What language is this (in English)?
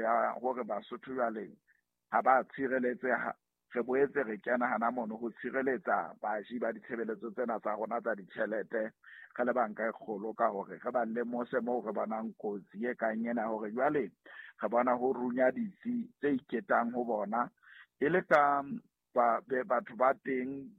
Southern Sotho